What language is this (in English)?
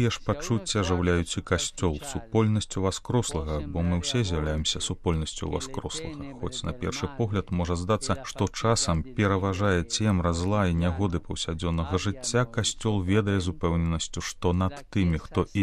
Belarusian